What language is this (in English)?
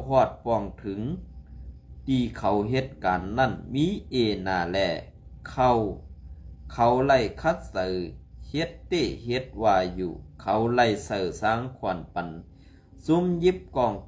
Shan